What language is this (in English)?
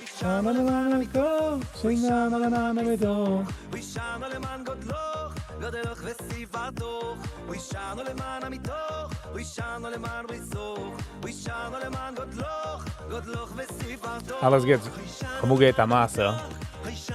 Yiddish